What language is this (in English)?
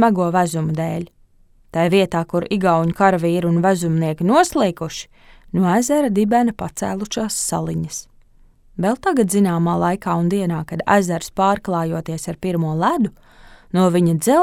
Latvian